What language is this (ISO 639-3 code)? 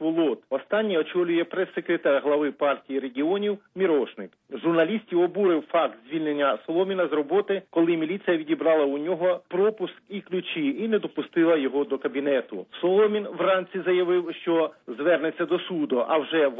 ukr